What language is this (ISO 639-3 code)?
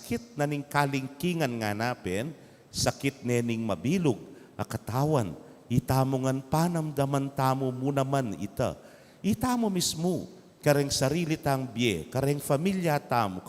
pam